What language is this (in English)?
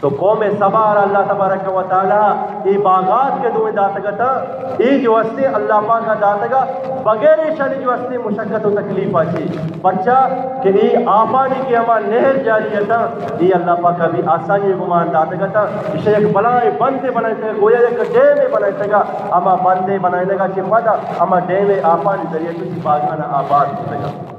Eastern Balochi